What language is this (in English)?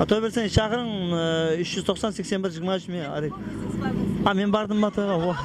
Kara-Kalpak